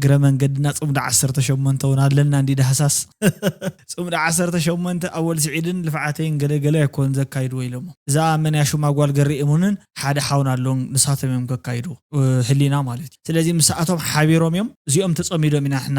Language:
Tigrinya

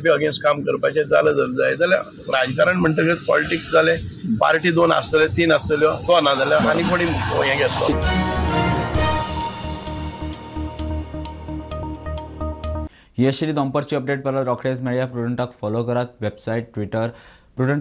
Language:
Konkani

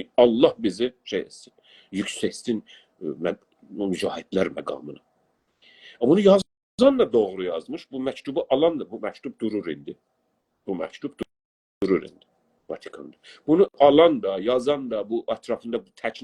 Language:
South Azerbaijani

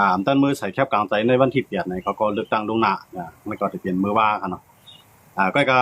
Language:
Shan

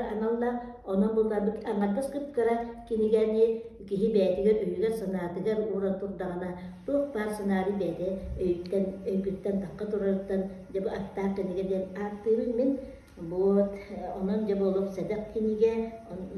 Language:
Yakut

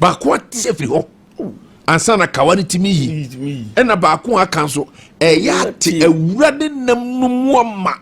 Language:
Akan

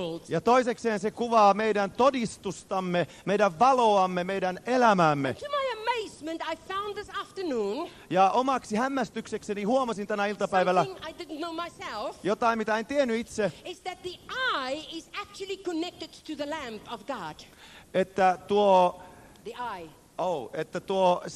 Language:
Finnish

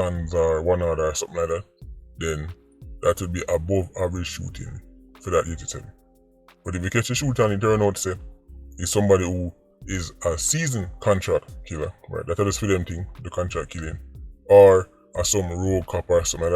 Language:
Jamaican Creole English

